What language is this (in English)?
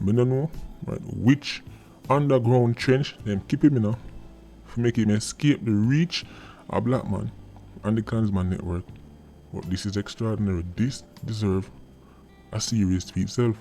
Jamaican Creole English